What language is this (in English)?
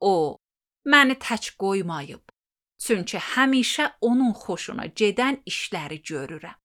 Azerbaijani